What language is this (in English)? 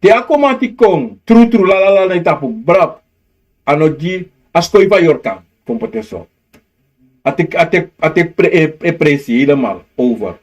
Sranan Tongo